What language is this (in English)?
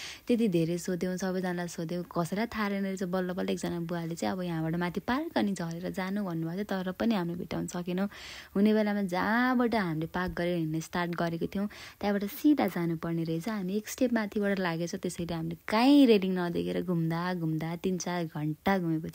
Nepali